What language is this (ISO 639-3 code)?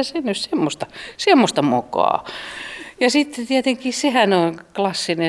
fin